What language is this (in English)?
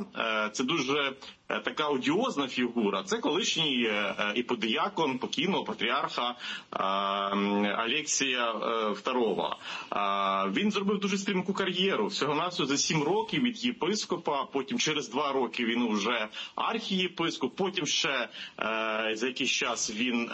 Ukrainian